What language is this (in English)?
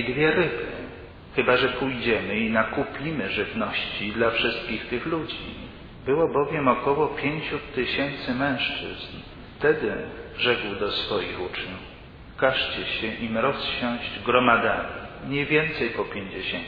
Polish